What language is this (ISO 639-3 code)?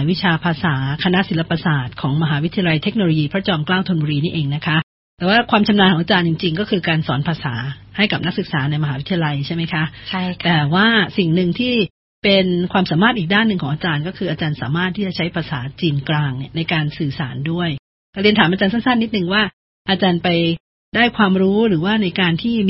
tha